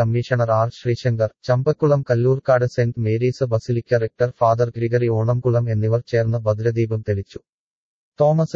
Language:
Malayalam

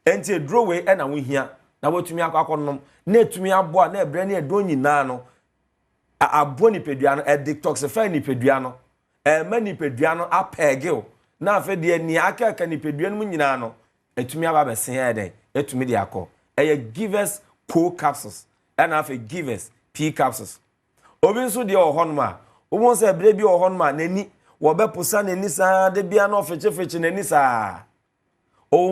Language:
Akan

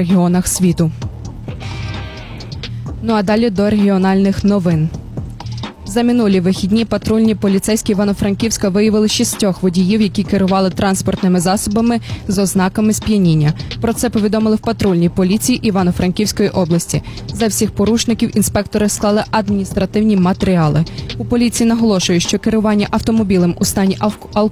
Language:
Ukrainian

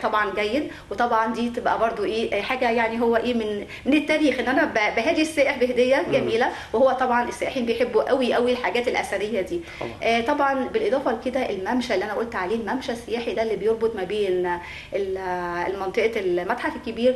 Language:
Egyptian Arabic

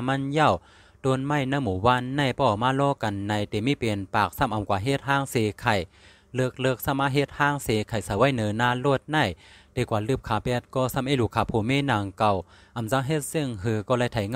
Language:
Shan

